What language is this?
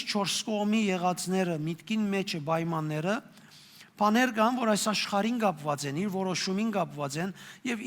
Western Armenian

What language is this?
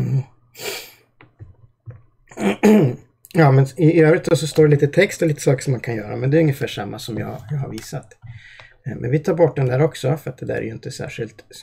Swedish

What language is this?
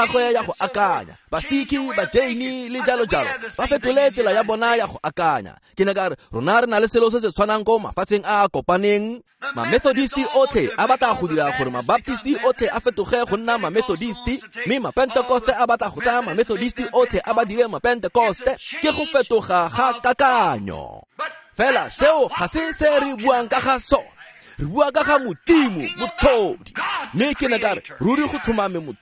Tswana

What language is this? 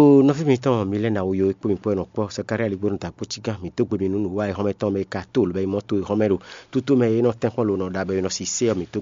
Fon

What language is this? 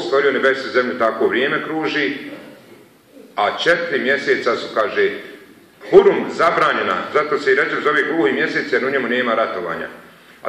Bosnian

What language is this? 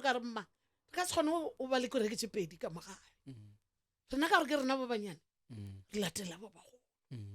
Northern Sotho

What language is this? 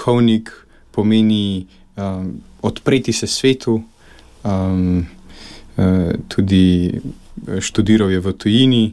Slovenian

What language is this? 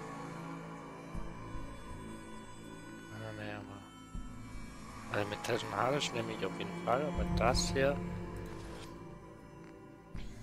German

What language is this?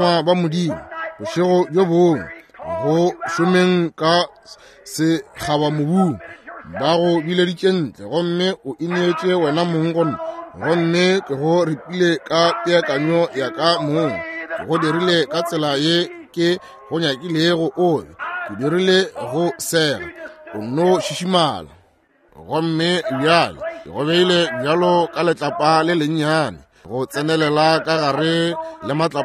Northern Sotho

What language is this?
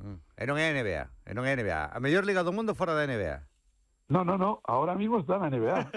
Galician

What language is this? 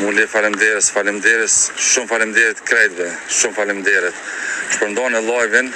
Albanian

